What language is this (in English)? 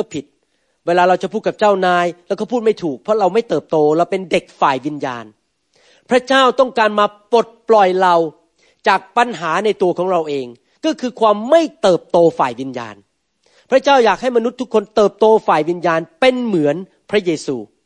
Thai